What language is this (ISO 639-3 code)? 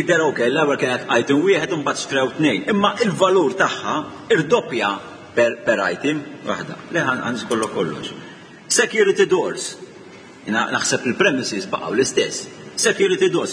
mlt